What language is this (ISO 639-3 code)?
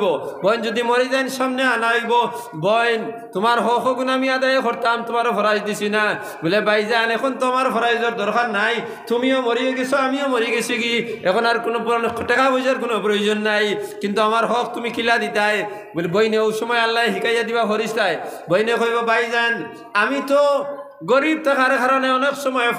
syl